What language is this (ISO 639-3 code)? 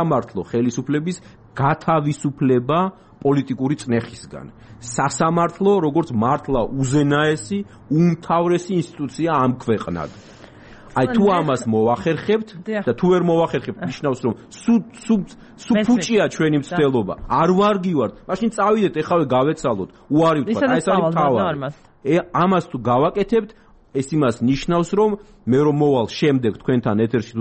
kat